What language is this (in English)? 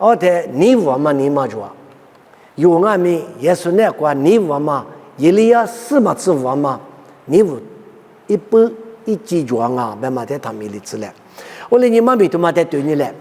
Lisu